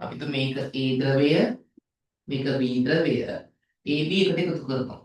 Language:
Sinhala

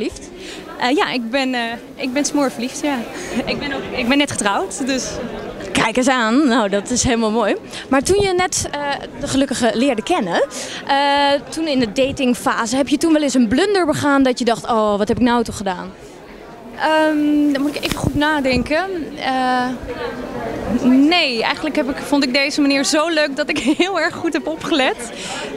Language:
Dutch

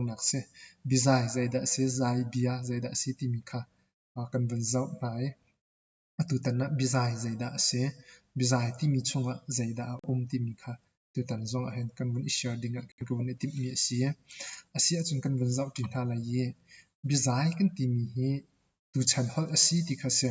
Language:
Hakha Chin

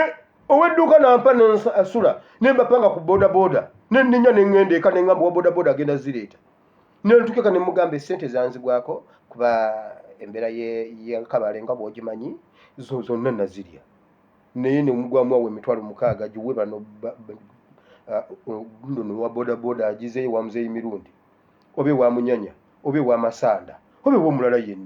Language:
Ganda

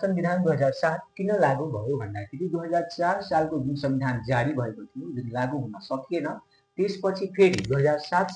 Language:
Nepali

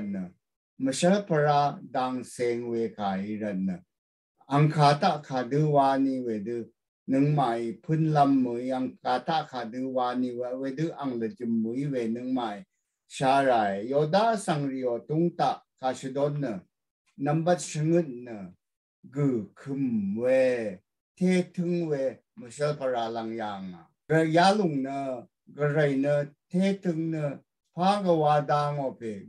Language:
Rawang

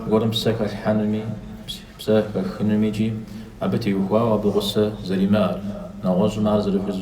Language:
Kabardian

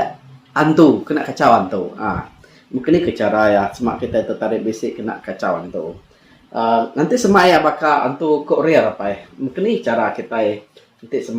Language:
Iban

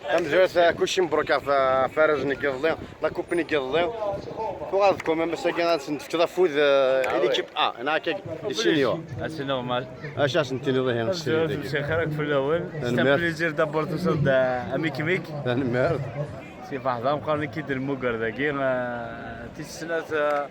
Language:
Kabyle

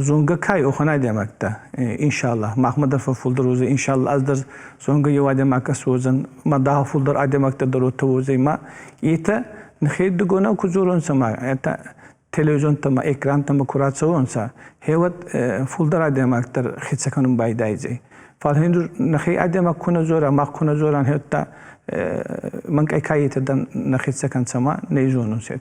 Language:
Ossetic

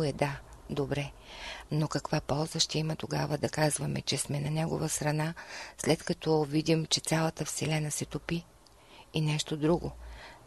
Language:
Bulgarian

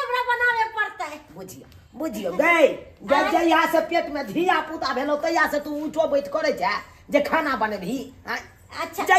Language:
Maithili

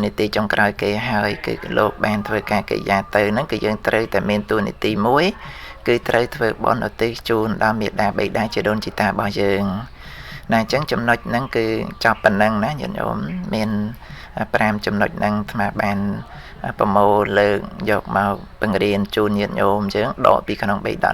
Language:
Khmer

